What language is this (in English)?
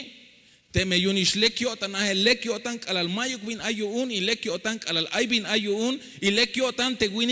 Tzeltal